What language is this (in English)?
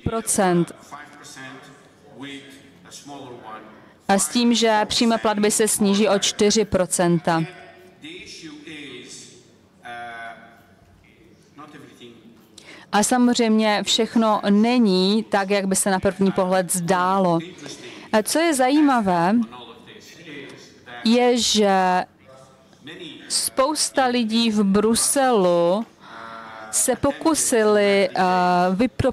Czech